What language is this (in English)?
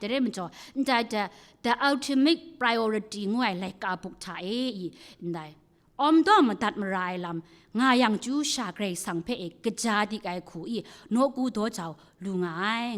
Kachin